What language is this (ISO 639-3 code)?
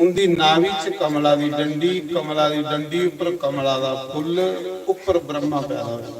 doi